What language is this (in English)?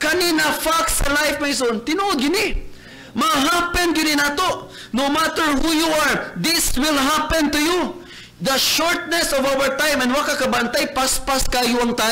Cebuano